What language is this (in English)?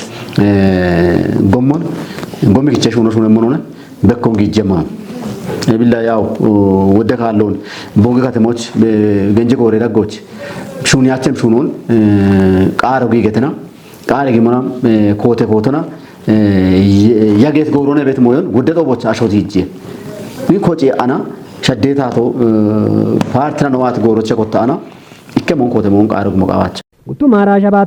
Kafa